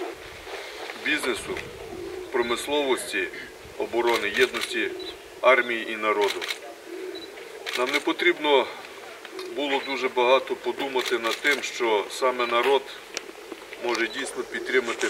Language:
Ukrainian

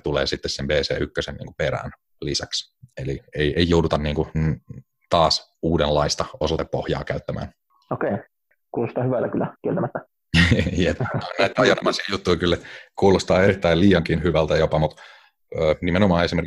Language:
Finnish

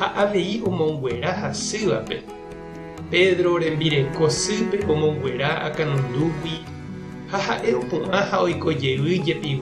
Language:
Guarani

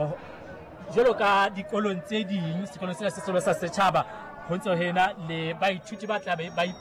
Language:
Southern Sotho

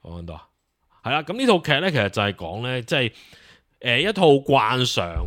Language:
Cantonese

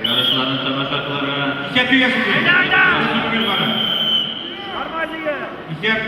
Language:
Tatar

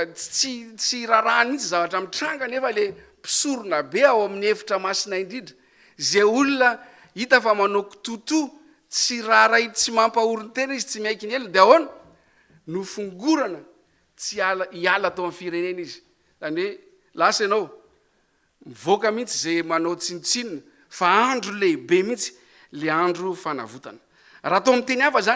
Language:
Malagasy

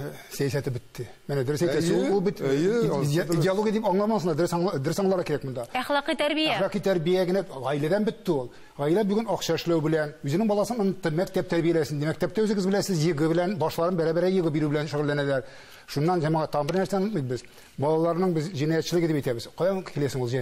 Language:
Tatar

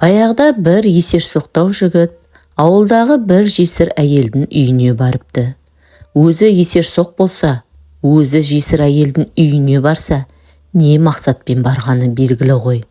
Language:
Kazakh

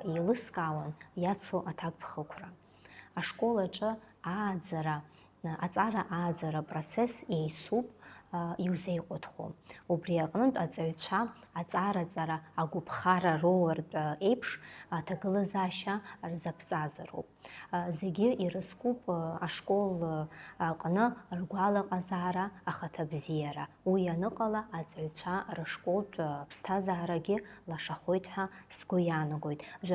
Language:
Abkhazian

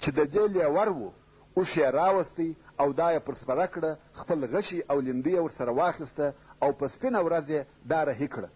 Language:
Pashto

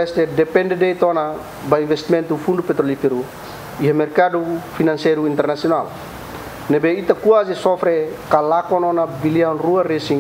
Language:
Tetum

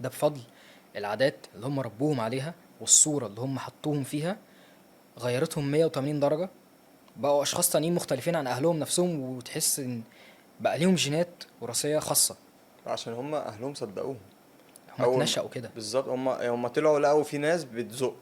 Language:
Egyptian Arabic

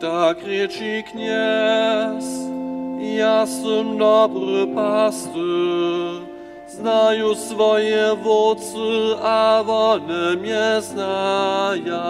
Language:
Upper Sorbian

